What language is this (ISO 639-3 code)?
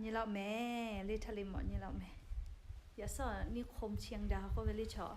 lhu